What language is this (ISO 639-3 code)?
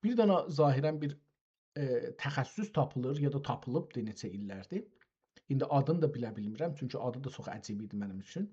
azb